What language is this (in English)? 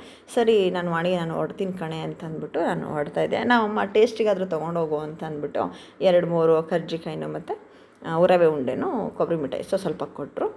Kannada